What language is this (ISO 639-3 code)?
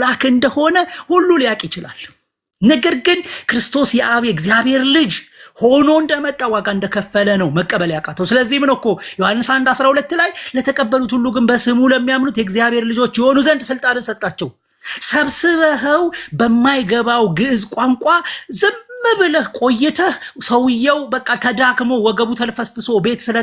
amh